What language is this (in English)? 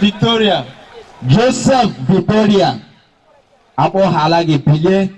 Igbo